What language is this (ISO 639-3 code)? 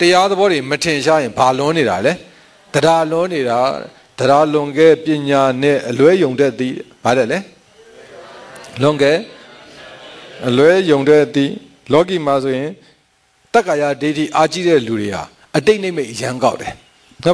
mya